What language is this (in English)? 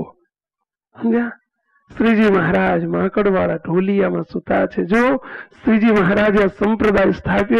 Gujarati